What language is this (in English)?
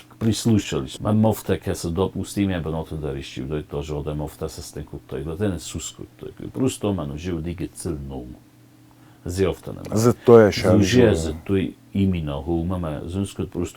Ossetic